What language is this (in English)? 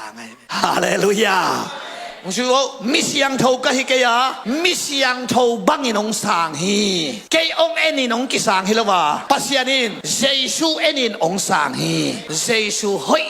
Tedim Chin